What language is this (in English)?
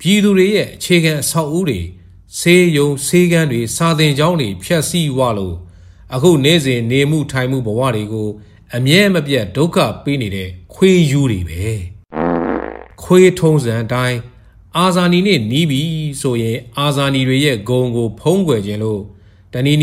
Burmese